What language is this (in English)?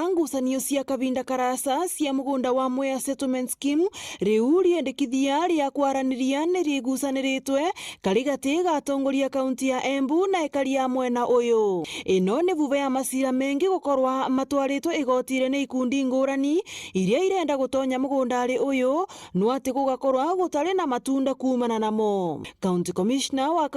Meru